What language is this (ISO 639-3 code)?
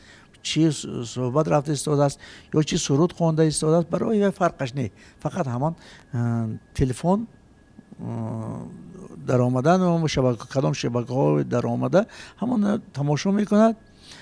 tgk